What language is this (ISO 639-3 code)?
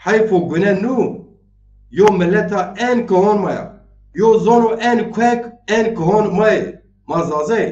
zza